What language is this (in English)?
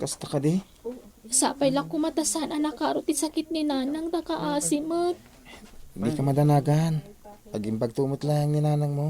Iloko